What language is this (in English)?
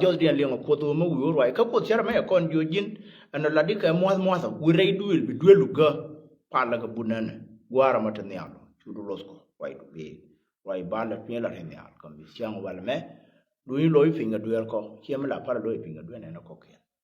Nuer